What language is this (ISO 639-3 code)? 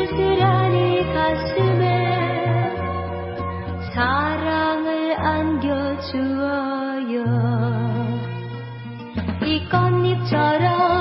kor